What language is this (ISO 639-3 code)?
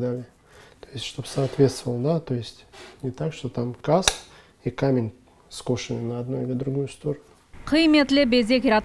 crh